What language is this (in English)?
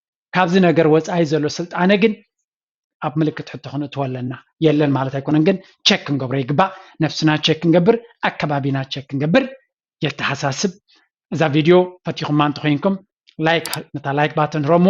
Tigrinya